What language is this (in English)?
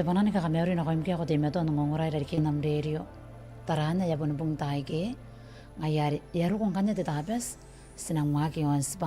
Gilbertese